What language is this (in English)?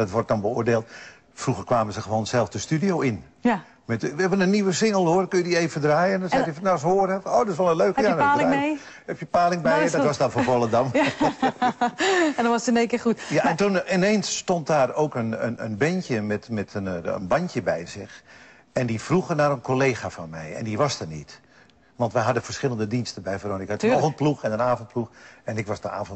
Dutch